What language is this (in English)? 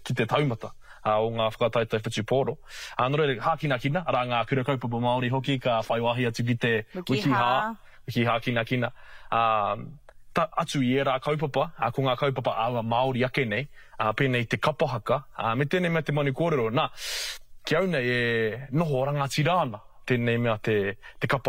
Māori